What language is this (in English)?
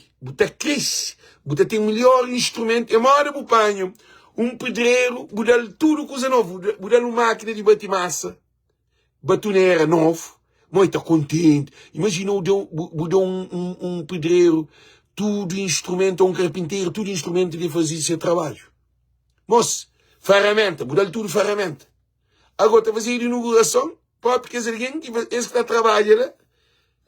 Kabuverdianu